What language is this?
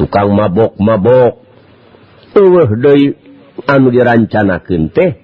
Sundanese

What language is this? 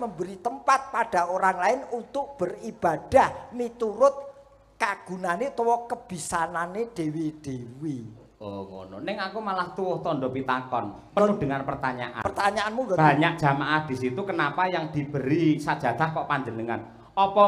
Javanese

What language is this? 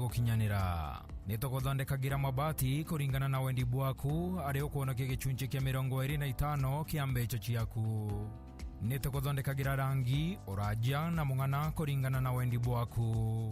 Meru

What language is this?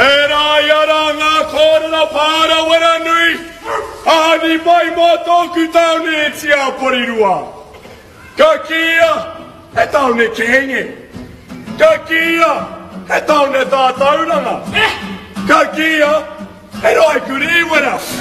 Māori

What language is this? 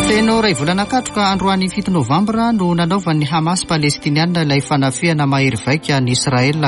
Malagasy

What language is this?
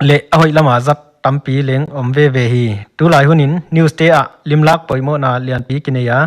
Paite Chin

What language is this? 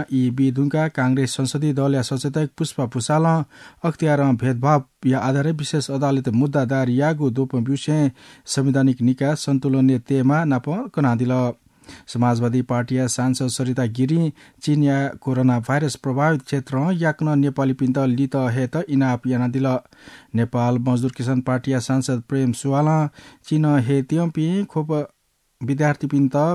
Newari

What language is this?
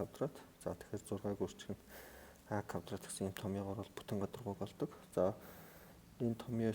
Mongolian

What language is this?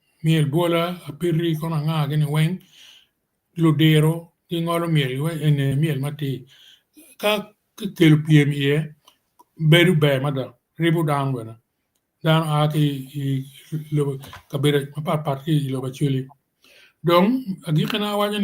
Acoli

